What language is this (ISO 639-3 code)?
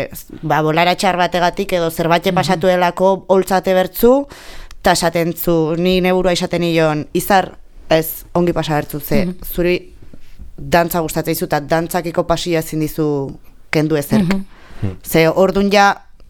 eus